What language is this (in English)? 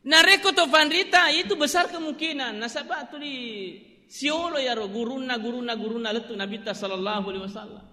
Buginese